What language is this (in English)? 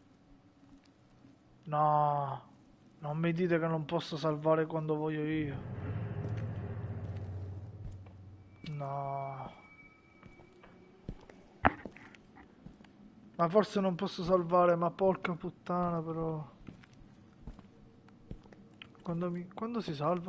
Italian